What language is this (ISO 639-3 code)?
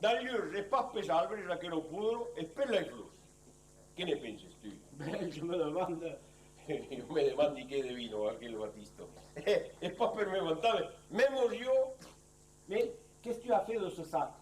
oci